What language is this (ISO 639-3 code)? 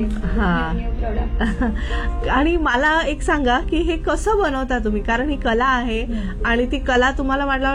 mar